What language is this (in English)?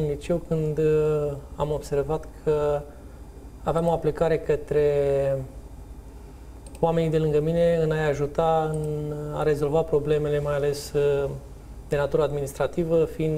Romanian